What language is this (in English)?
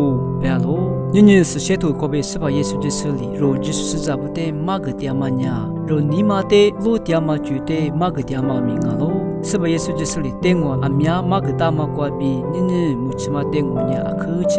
Lisu